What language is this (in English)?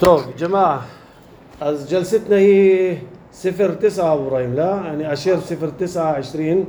North Levantine Arabic